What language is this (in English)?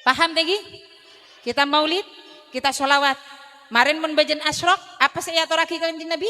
Madurese